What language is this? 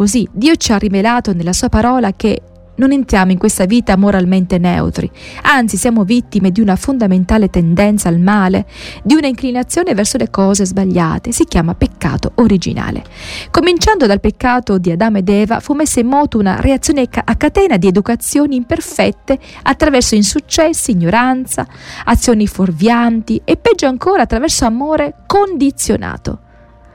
Italian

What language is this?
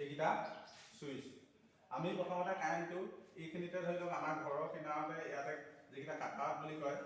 Assamese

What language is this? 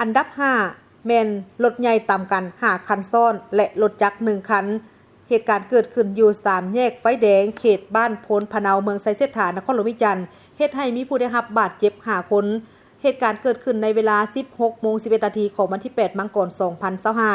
Lao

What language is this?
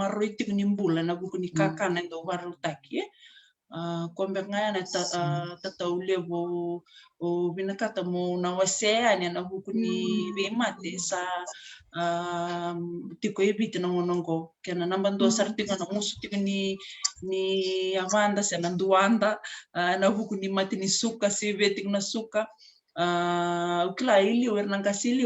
Fijian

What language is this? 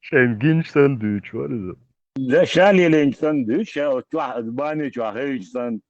Chechen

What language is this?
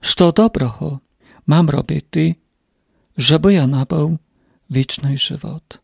Rusyn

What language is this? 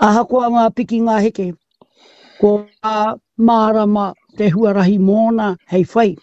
Māori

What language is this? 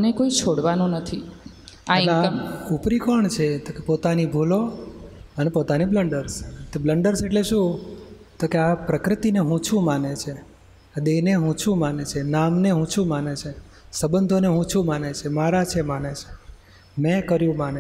Gujarati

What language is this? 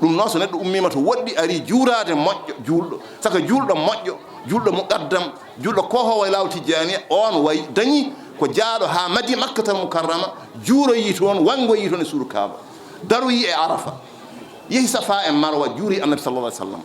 Fula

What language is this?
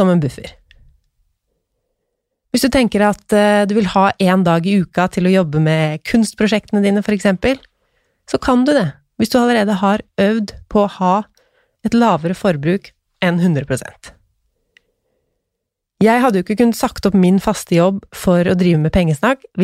Norwegian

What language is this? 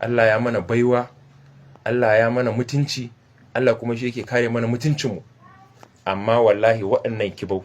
Hausa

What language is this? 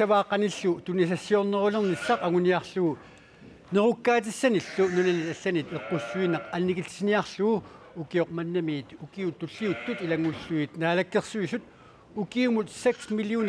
Kalaallisut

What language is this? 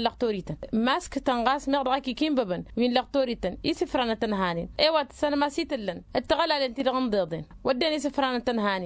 Tamasheq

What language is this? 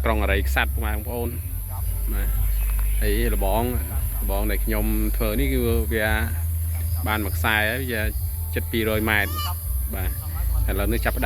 Khmer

